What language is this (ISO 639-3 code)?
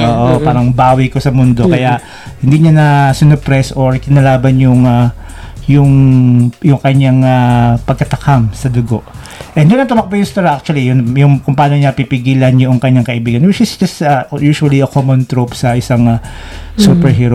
fil